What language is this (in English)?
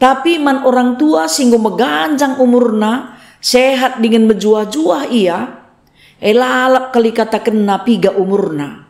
Batak Karo